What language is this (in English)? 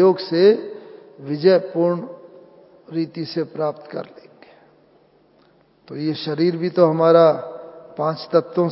Hindi